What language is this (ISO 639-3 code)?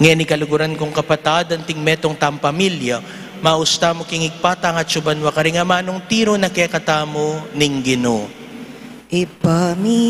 pam